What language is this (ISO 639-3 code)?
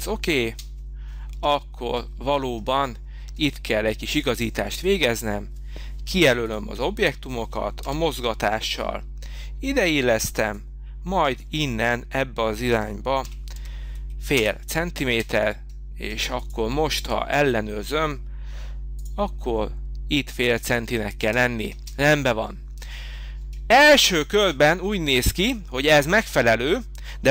hun